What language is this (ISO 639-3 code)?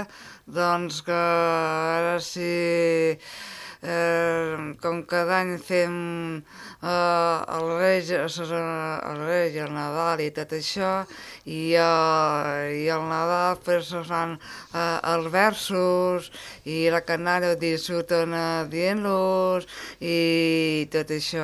cat